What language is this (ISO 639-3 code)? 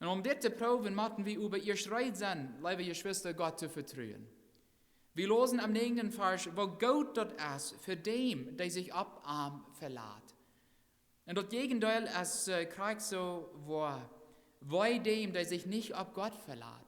pdt